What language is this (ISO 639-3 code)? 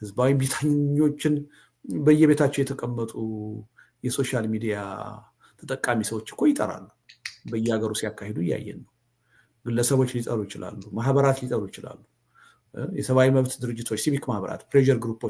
amh